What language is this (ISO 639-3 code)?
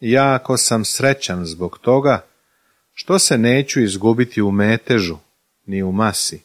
srp